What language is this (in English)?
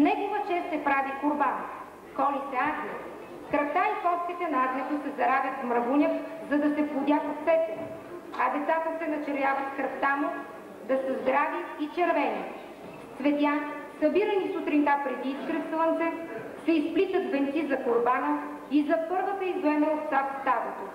Bulgarian